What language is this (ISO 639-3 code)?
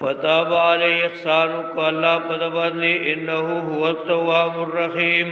pus